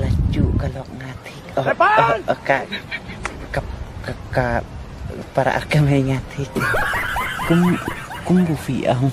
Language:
Khasi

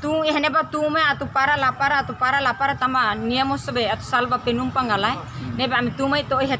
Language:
Tetum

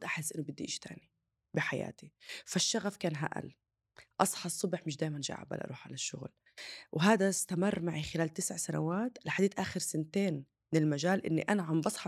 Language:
North Levantine Arabic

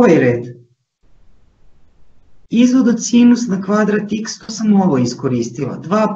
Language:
Serbian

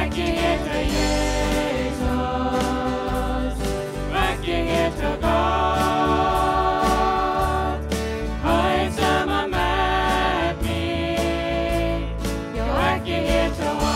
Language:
Plautdietsch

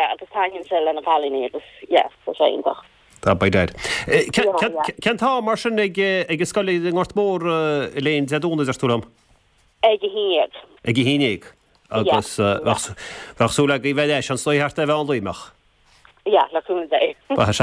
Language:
Irish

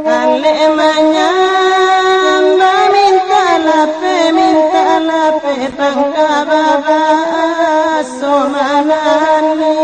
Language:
Minangkabau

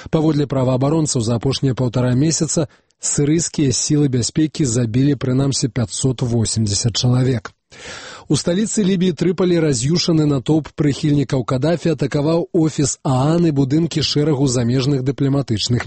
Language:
Belarusian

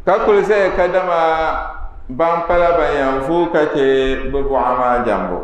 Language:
Dagbani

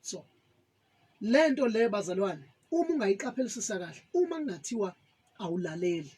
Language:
Zulu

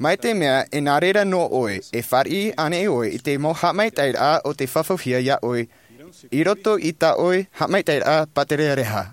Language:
Tahitian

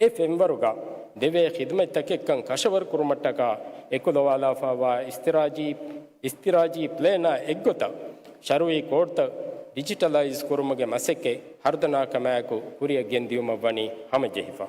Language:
Divehi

